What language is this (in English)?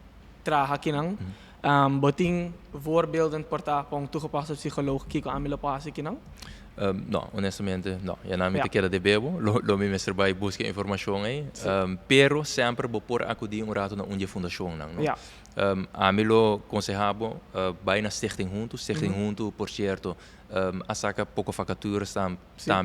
Papiamento